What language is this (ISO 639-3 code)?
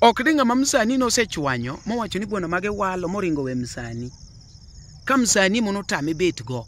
luo